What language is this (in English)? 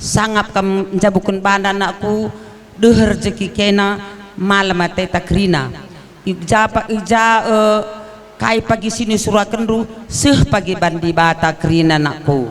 Batak Karo